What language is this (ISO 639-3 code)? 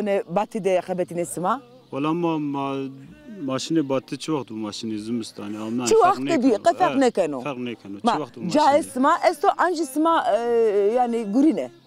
zza